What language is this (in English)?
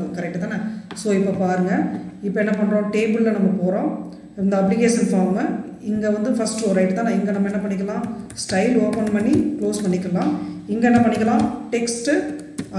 Tamil